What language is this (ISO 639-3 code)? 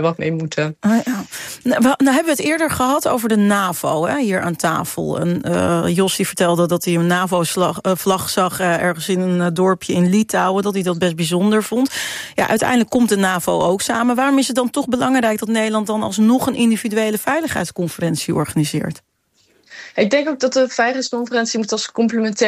nld